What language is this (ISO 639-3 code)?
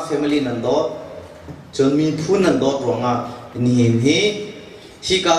cnh